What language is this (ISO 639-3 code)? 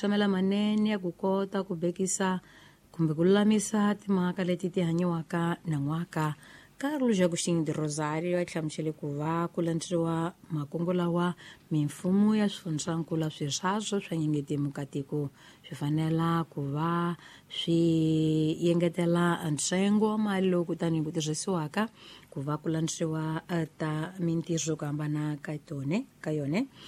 tso